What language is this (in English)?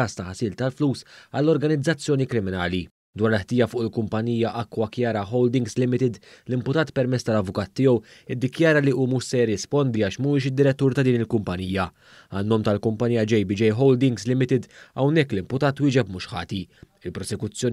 Maltese